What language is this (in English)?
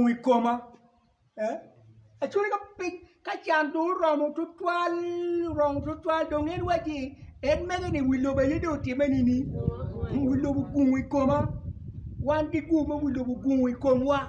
Acoli